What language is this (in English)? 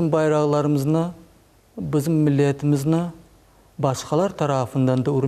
Crimean Tatar